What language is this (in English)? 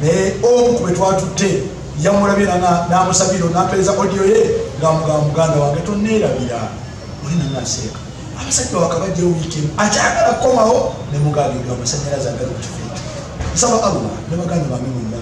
Ganda